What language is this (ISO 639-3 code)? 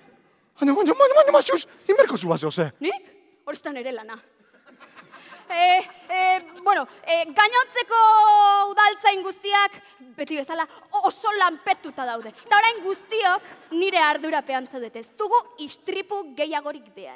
eus